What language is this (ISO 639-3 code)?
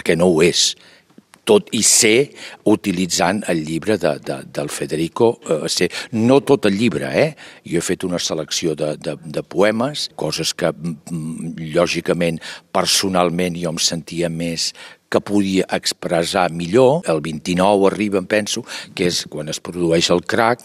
cat